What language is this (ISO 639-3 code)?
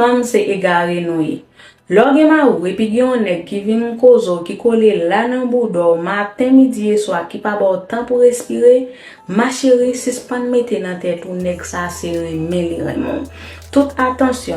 hat